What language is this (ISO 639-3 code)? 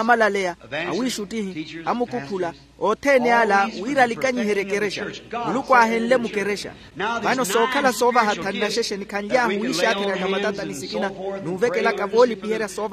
vmw